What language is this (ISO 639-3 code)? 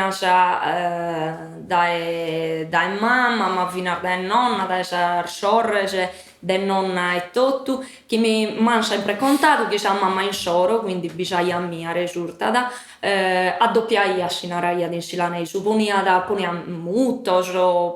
srd